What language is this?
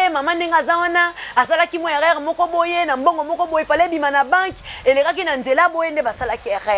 Lingala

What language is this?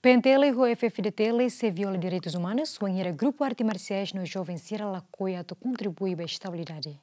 Tetum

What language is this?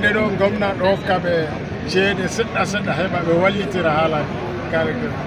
Fula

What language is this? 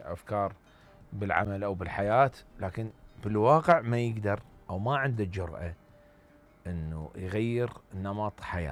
Mesopotamian Arabic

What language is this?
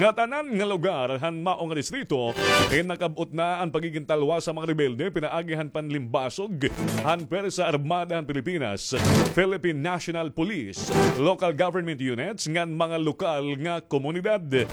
Waray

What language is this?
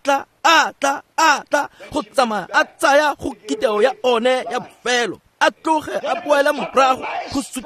Tswana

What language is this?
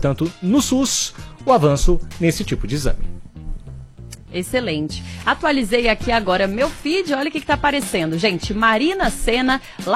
Portuguese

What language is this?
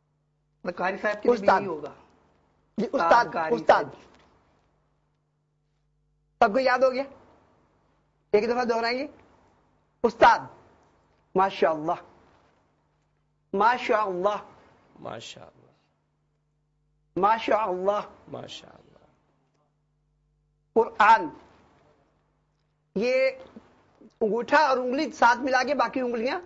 Urdu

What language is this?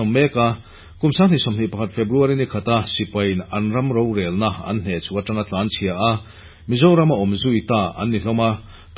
Mizo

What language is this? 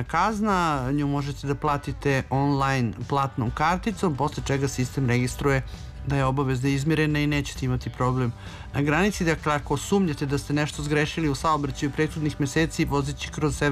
Serbian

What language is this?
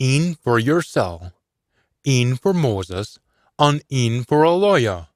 Scots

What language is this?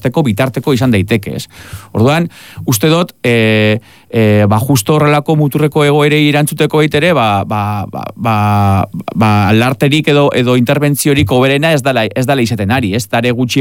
Basque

